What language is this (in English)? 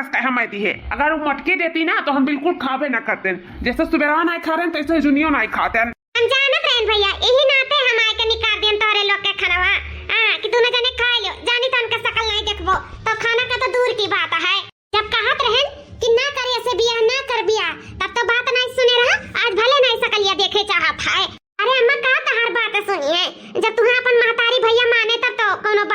Awadhi